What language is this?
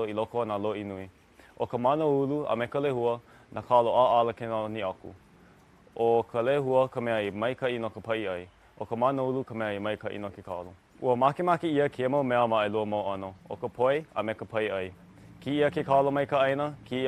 Hawaiian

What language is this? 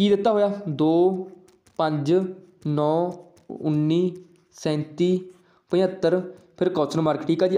Punjabi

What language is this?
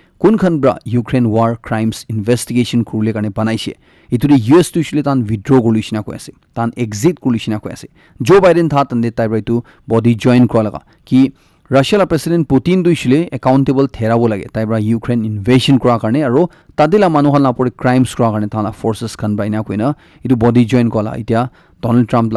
Naga Pidgin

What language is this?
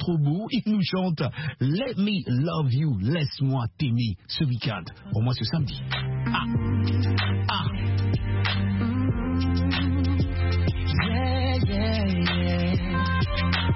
French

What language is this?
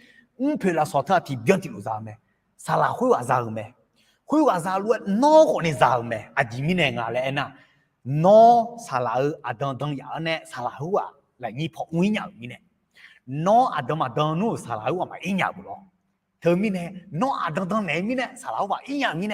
Akha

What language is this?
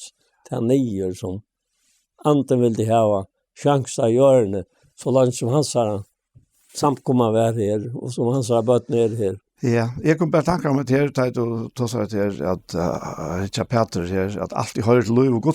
Faroese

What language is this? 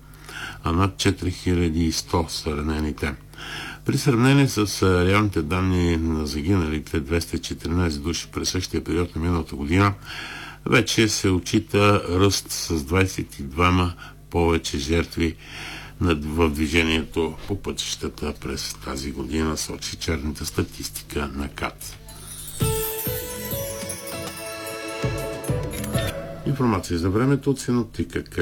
Bulgarian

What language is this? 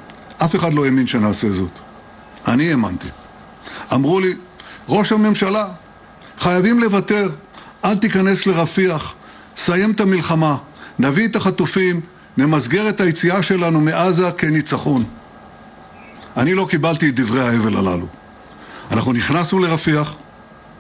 Hebrew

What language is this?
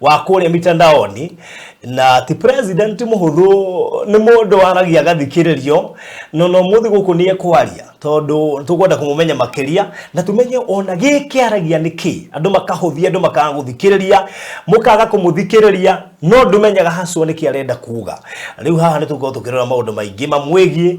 Kikuyu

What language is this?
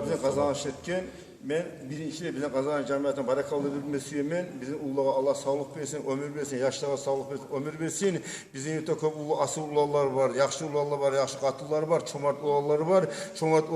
Kumyk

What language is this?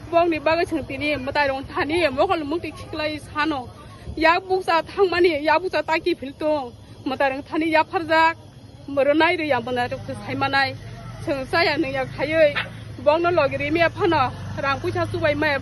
Kok Borok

